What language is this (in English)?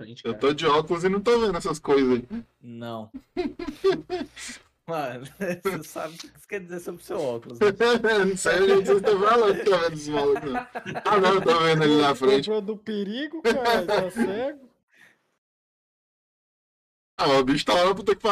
Portuguese